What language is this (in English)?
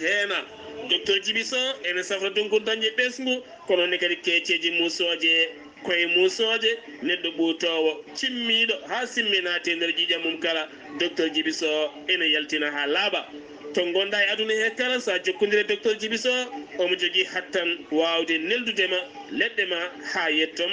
Fula